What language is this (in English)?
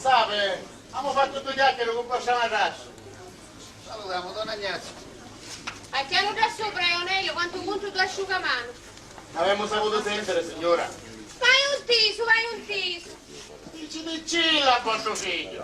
Sicilian